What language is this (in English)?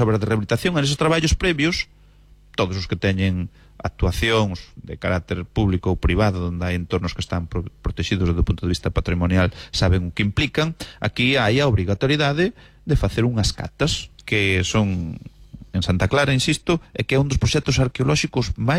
Galician